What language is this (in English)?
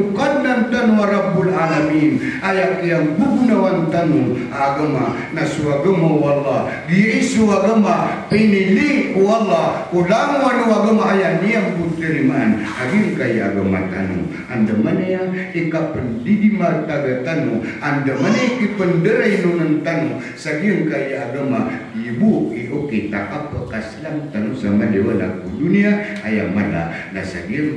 Maranao